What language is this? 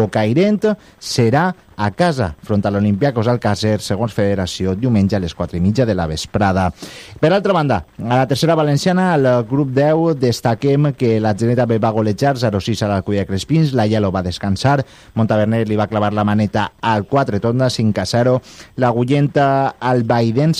Catalan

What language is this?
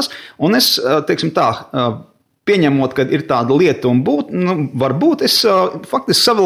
Latvian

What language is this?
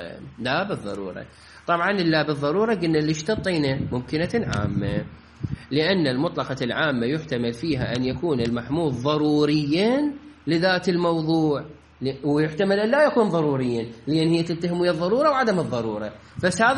Mesopotamian Arabic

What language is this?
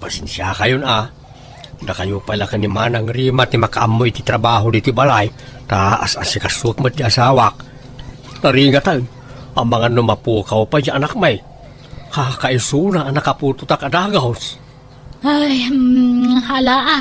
Iloko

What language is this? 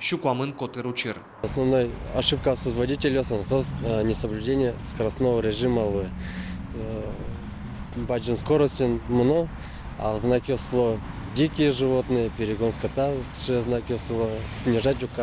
Udmurt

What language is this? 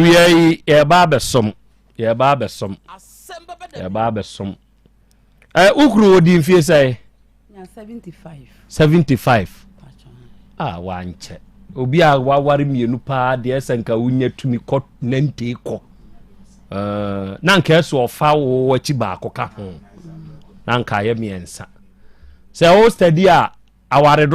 Akan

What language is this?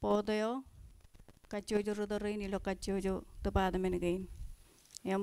Marshallese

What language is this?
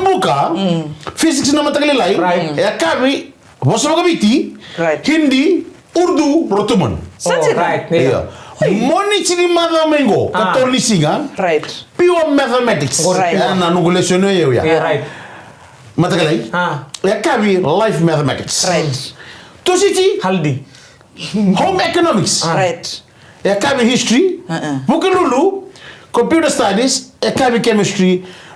Fijian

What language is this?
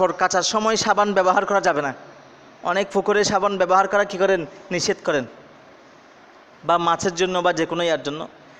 Bangla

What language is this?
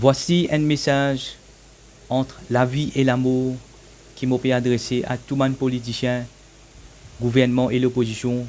Morisyen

